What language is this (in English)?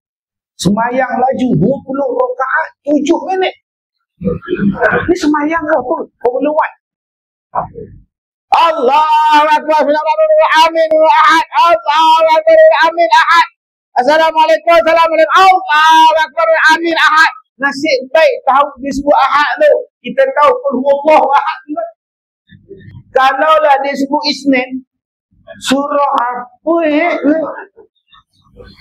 Malay